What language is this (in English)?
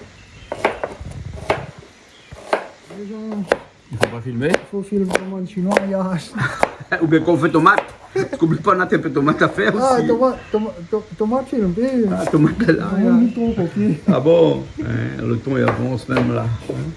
Réunion Creole French